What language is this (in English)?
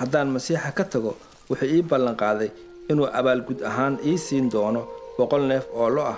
Somali